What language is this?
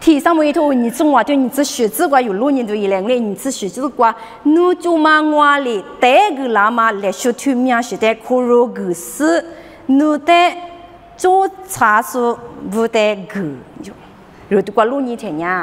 Lisu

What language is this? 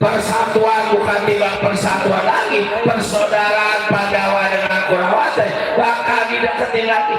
Betawi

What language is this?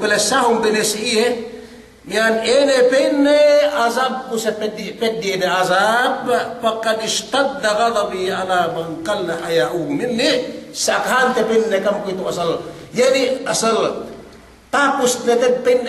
Yakan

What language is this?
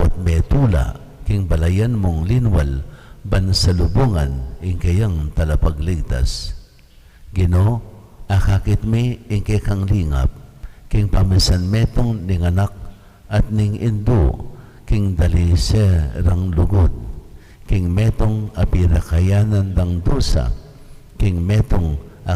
Pampanga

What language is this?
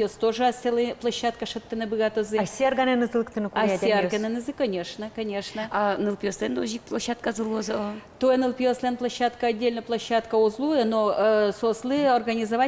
Udmurt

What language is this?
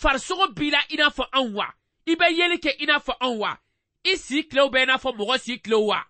Bambara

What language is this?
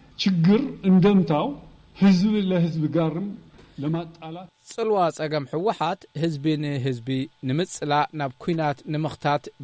Tigrinya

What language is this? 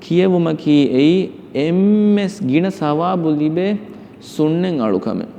Divehi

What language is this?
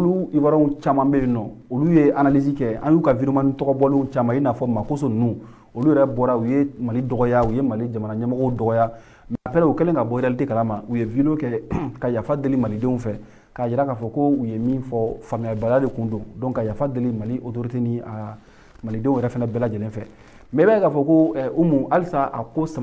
Bambara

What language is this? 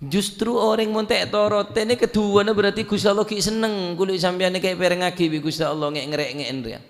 Madurese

